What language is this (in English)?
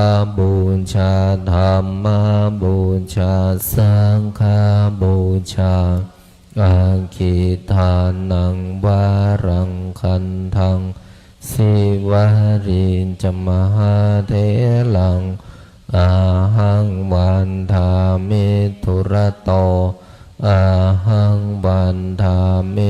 Pali